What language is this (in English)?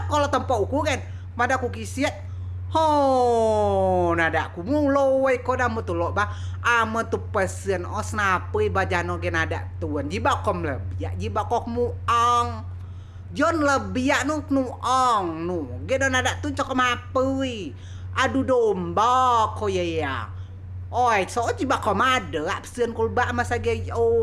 Rejang